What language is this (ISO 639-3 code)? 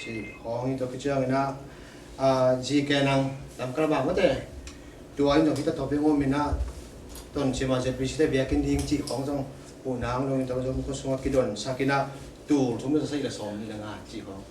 ctd